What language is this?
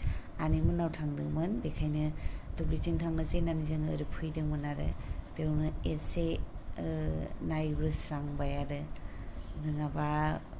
Bodo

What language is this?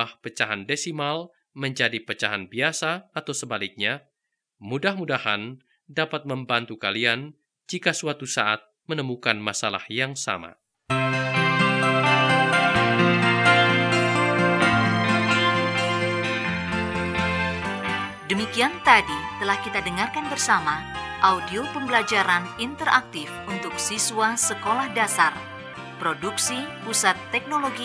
Indonesian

